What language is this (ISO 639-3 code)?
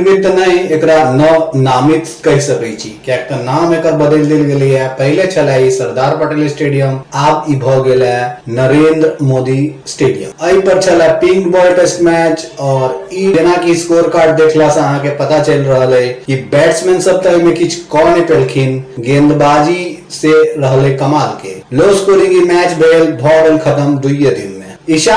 mai